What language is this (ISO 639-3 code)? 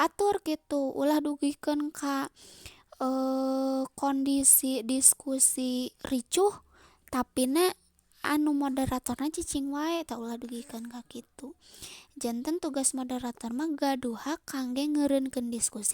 sun